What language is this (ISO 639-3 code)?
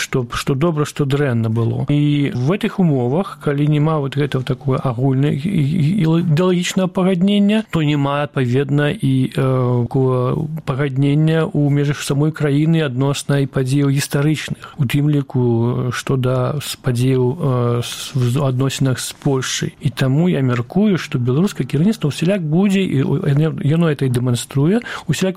bel